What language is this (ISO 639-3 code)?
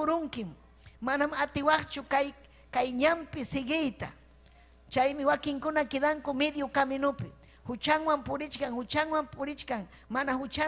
quy